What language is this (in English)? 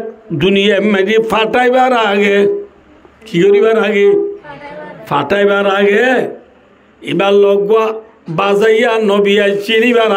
Rohingya